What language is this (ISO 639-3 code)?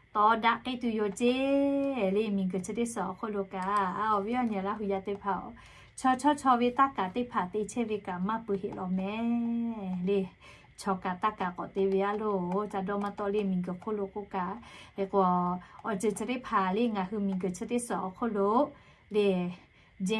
lhu